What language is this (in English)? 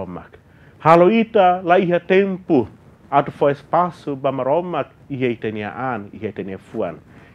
Tetum